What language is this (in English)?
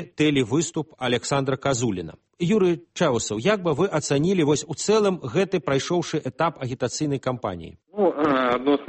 Belarusian